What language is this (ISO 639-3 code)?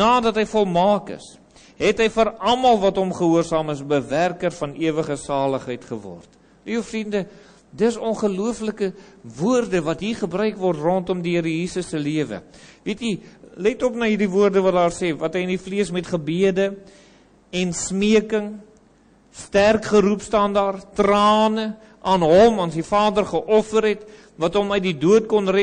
afr